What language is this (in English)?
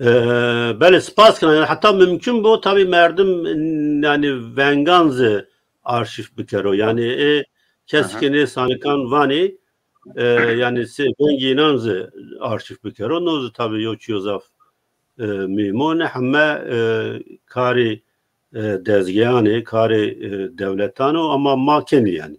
Zaza